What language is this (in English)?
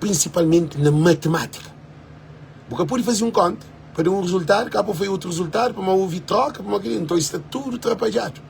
Kabuverdianu